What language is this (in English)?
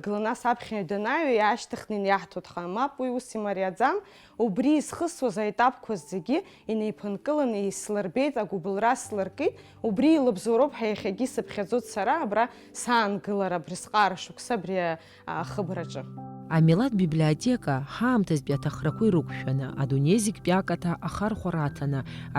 Abkhazian